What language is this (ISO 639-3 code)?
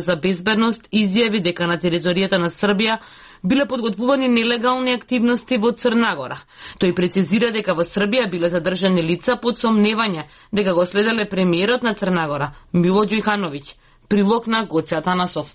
mkd